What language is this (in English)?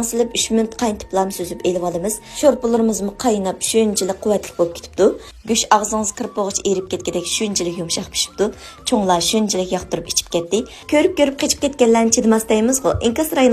Uyghur